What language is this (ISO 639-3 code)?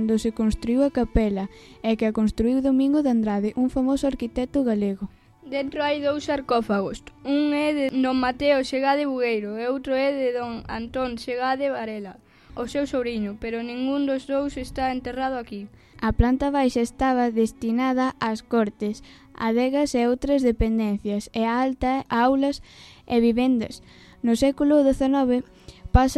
glg